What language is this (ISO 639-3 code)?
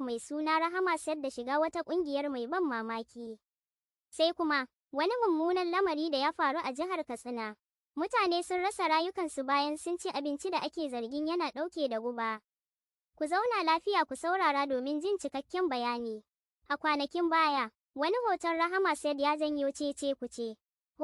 hau